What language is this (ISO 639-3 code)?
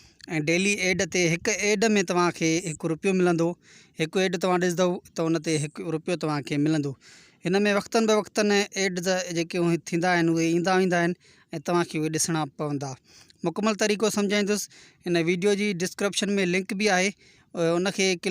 snd